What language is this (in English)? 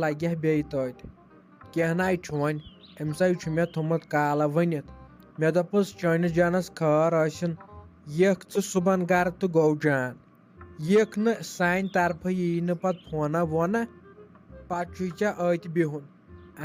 Kashmiri